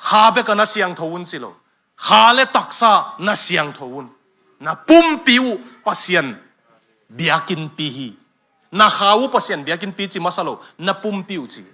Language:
Tedim Chin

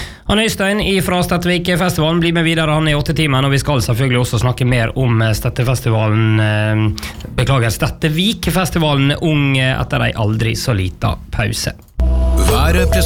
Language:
Norwegian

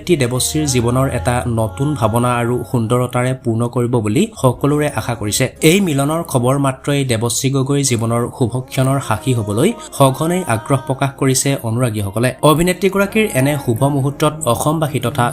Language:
Assamese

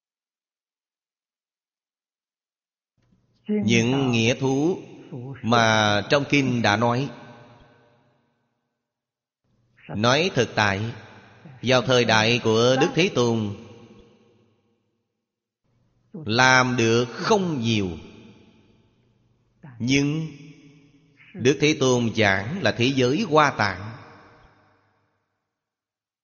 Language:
Vietnamese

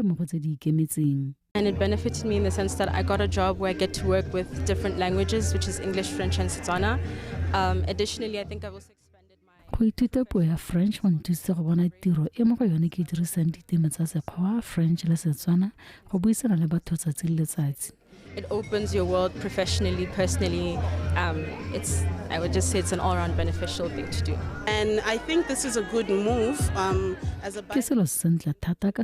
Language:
Tswana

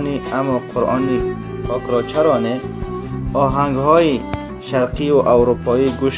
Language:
Tajik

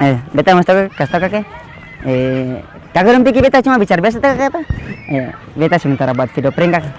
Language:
Ambonese Malay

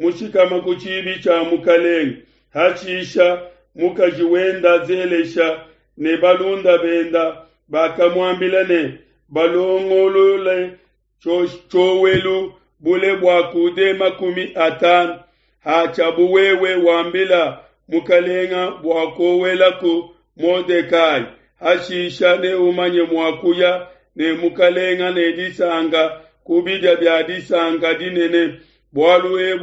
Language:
Luba-Lulua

